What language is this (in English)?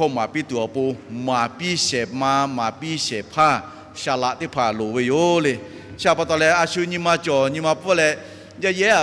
Lahu